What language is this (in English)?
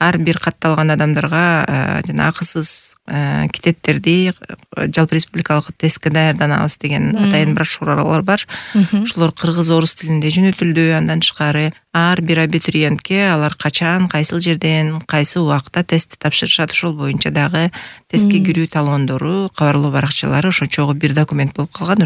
Kyrgyz